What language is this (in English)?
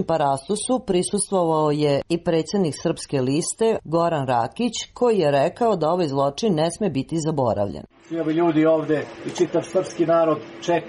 Serbian